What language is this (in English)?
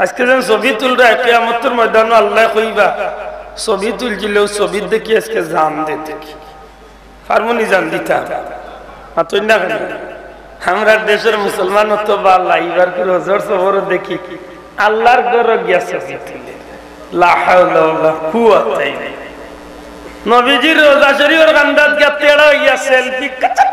Sylheti